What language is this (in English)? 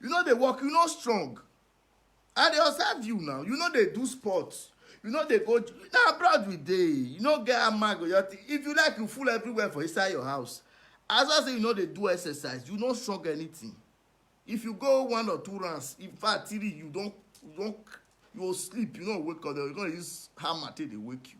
Nigerian Pidgin